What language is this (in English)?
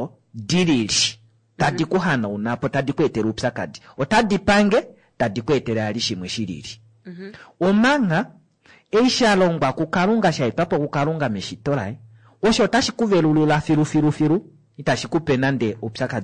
Kuanyama